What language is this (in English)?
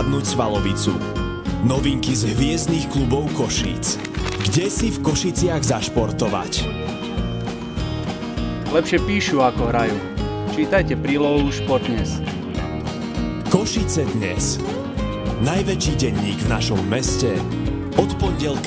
Slovak